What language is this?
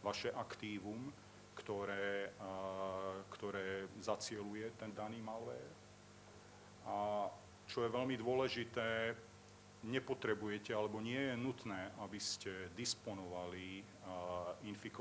Slovak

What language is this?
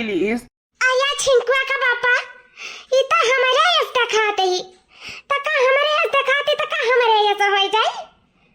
Awadhi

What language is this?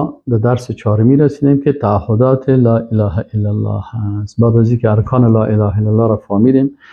Persian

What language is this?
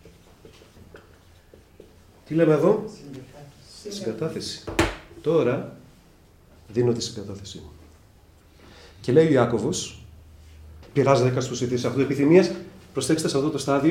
Greek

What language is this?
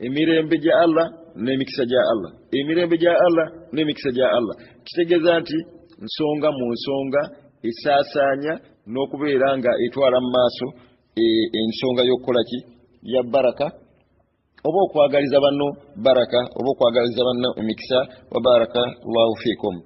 Ganda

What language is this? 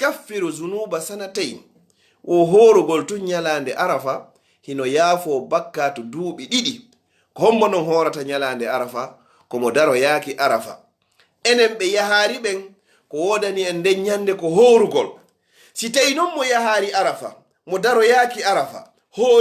Fula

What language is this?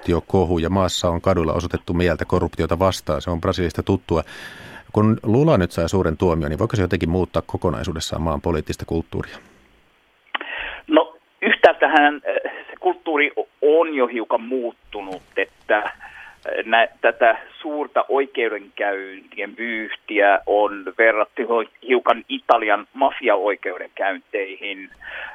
Finnish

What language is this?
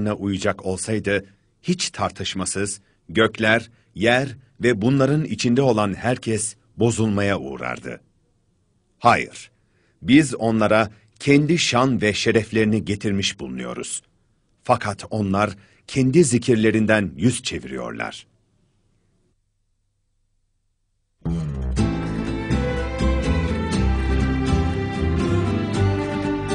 Turkish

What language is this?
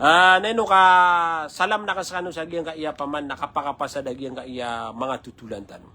Maranao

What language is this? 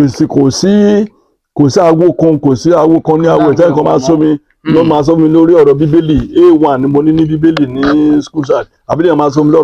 Yoruba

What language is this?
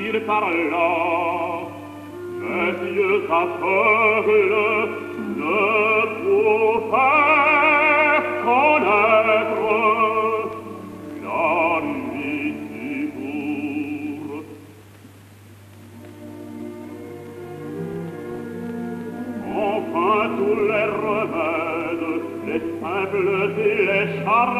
French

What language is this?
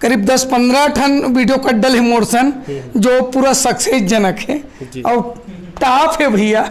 Chhattisgarhi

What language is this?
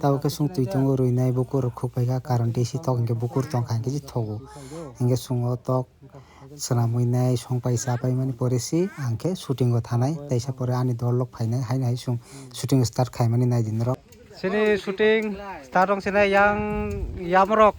Kok Borok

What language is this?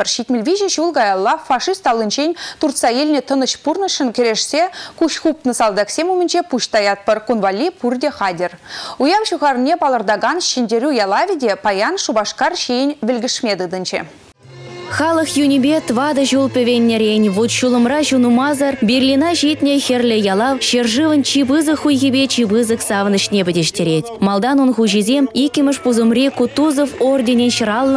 Chuvash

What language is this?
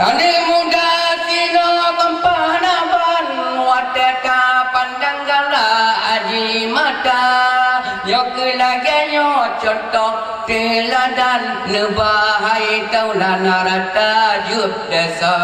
Achinese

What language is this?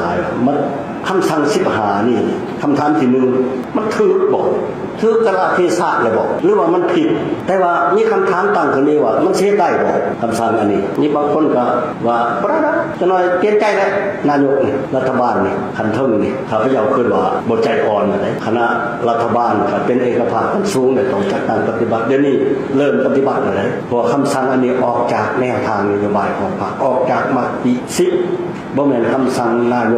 Lao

